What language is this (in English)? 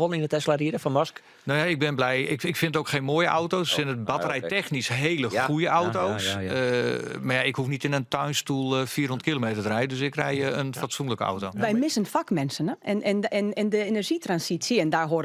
Western Frisian